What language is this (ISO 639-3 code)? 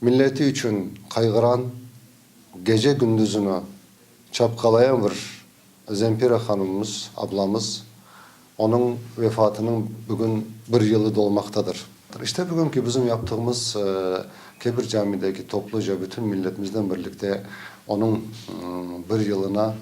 crh